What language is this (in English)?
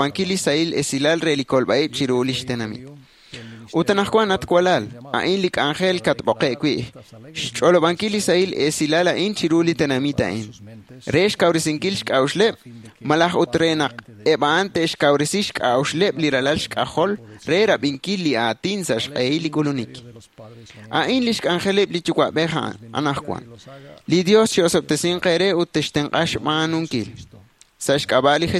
Kekchí